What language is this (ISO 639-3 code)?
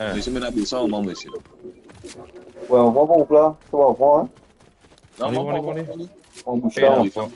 mfe